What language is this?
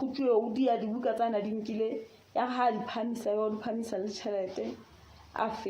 Southern Sotho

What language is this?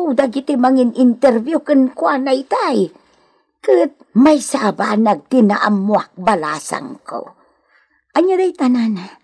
Iloko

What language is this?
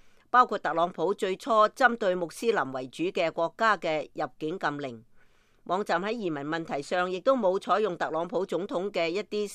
Cantonese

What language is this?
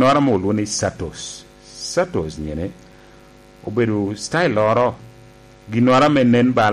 Lango (Uganda)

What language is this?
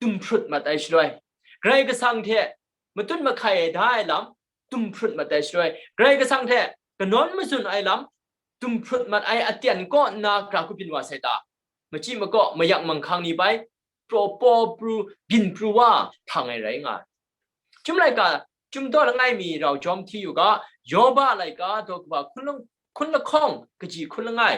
Kachin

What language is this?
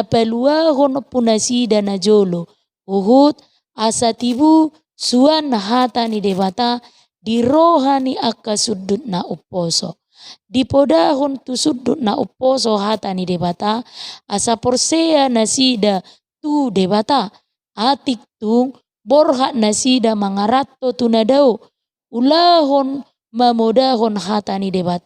Batak Toba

